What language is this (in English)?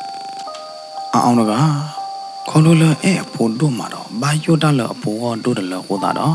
S'gaw Karen